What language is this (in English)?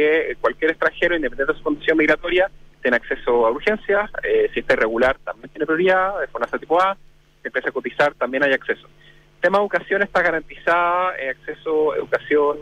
Spanish